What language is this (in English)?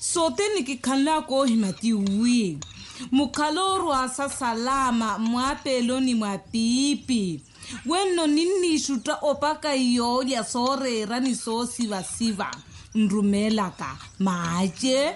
Makhuwa